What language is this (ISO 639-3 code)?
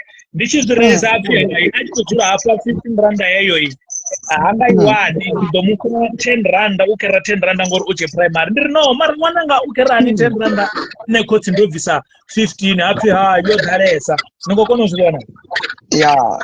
ven